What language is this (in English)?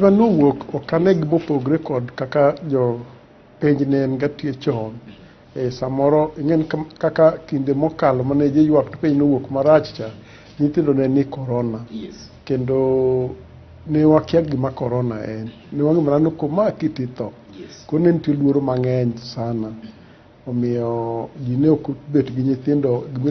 Luo (Kenya and Tanzania)